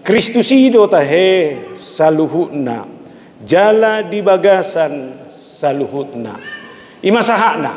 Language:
Batak Toba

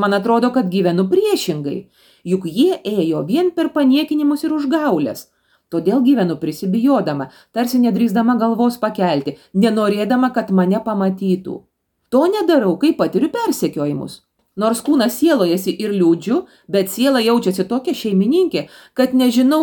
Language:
Lithuanian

